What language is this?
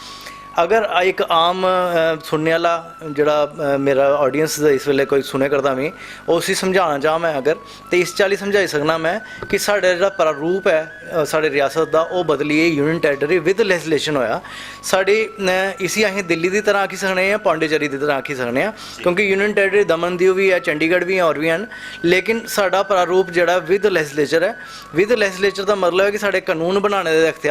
Dogri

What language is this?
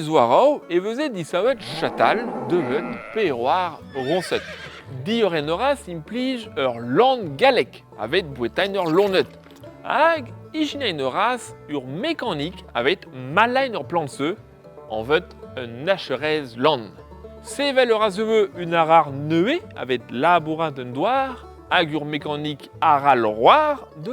Breton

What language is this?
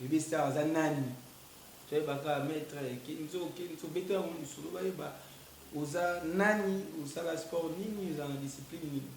Lingala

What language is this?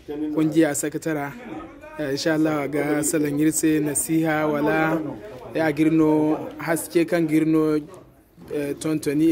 Zarma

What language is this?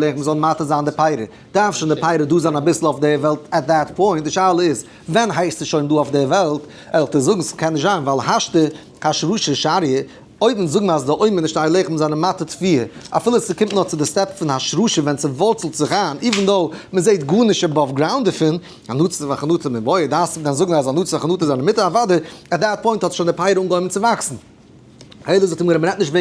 Yiddish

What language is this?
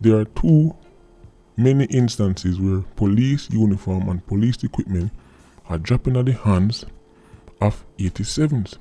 Jamaican Creole English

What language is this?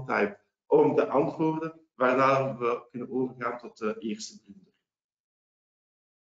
Dutch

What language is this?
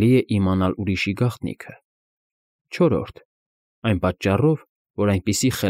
Armenian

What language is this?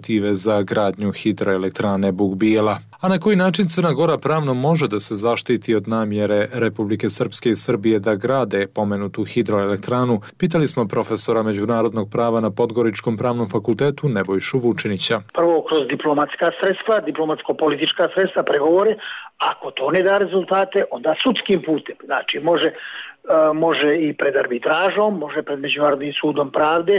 Croatian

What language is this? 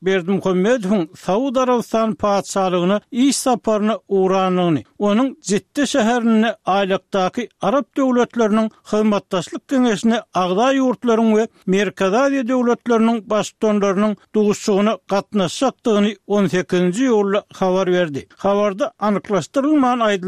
Turkmen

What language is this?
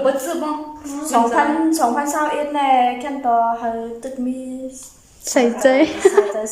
Shan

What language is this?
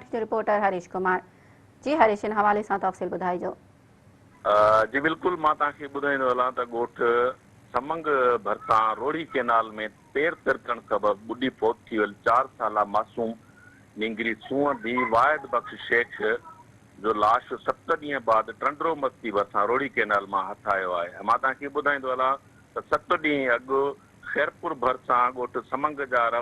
Sindhi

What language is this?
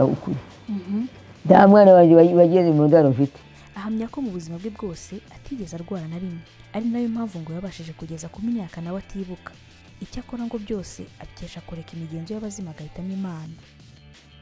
Kinyarwanda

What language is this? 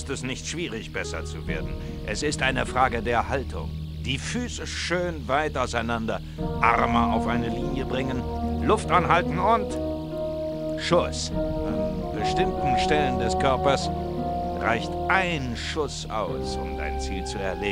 Bavarian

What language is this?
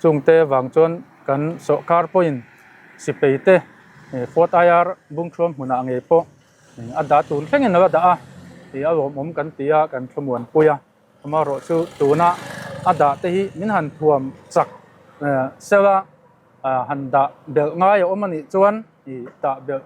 Mizo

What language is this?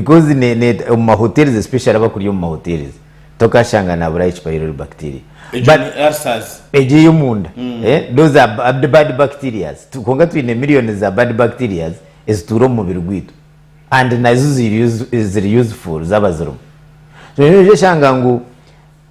Nyankole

